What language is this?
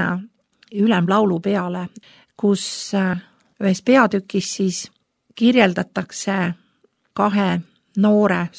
Estonian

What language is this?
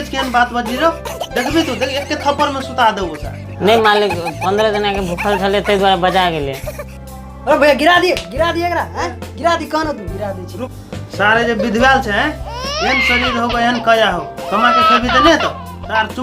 Maithili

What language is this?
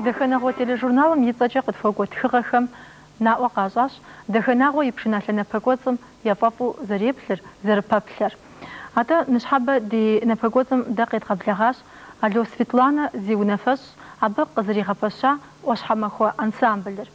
Kabardian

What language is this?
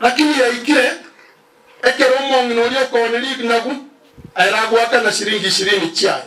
Gusii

